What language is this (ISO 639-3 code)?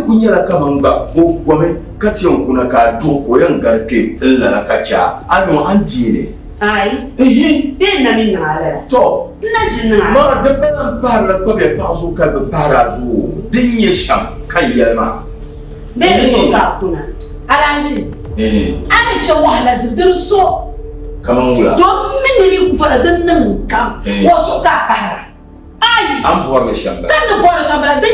dag